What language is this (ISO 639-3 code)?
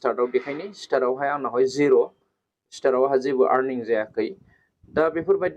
brx